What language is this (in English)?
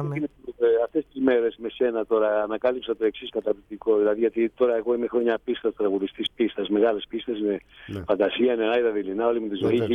Greek